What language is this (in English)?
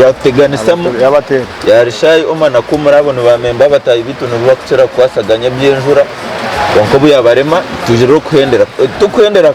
Nyankole